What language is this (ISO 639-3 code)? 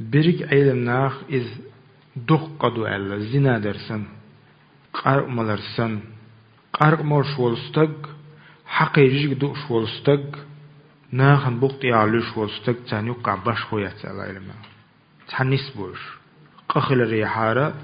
che